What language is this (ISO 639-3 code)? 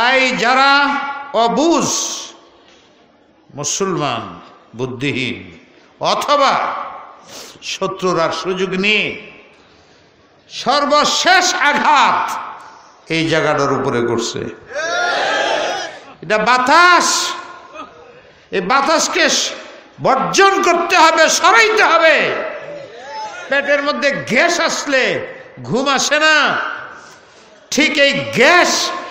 ben